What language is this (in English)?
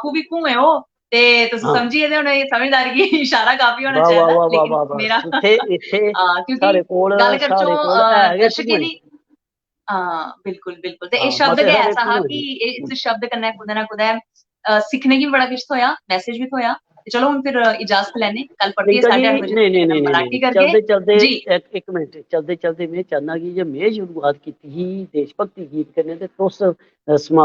Dogri